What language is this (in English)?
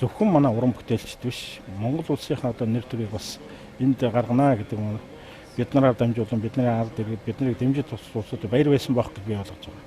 Mongolian